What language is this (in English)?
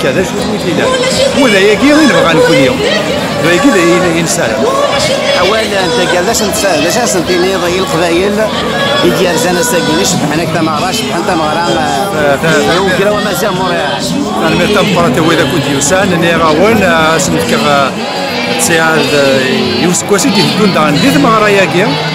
Kabyle